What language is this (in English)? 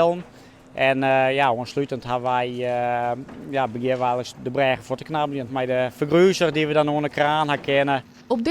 Western Frisian